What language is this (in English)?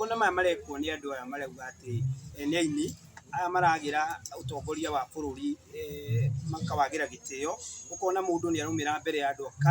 Kikuyu